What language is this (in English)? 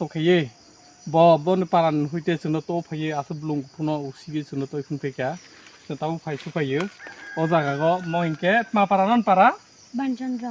Kok Borok